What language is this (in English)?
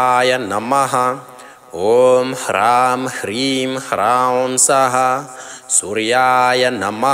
Sanskrit